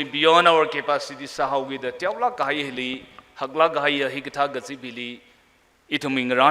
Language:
Tangkhul Naga (India)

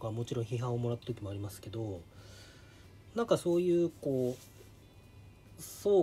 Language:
Japanese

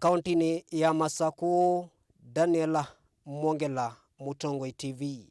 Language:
Kamba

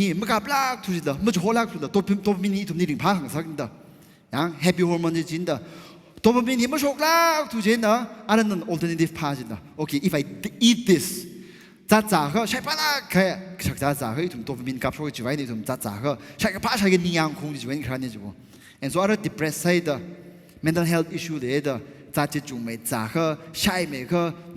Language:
Tangkhul Naga (India)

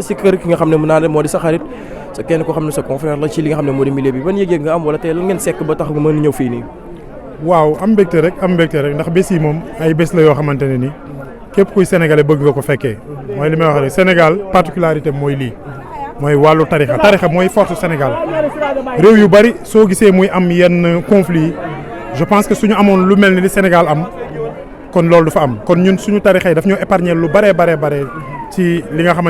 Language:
Wolof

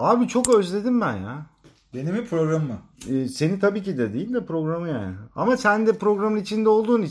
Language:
Turkish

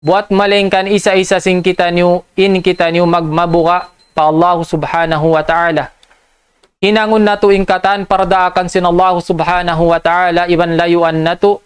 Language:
Tausug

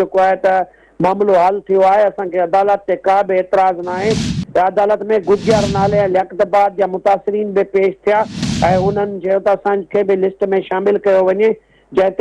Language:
Sindhi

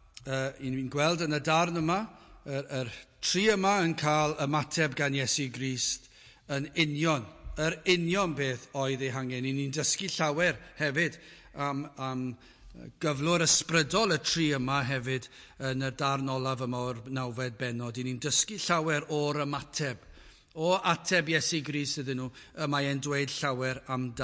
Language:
Welsh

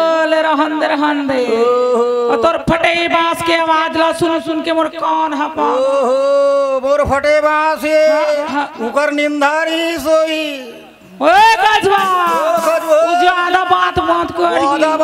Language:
Chhattisgarhi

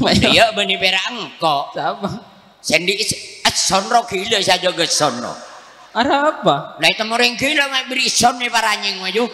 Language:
Madurese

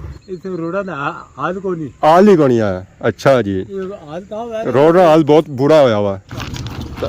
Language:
Pahari-Potwari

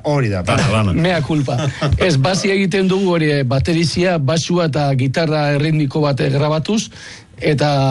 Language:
Basque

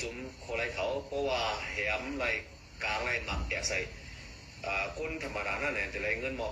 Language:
Shan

